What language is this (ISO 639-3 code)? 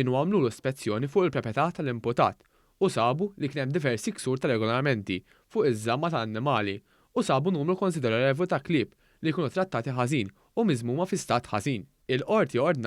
mlt